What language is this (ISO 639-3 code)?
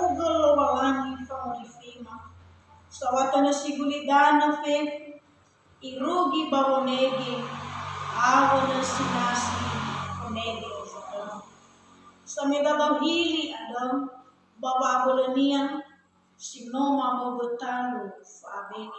nia